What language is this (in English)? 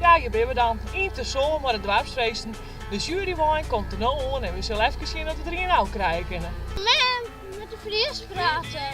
Western Frisian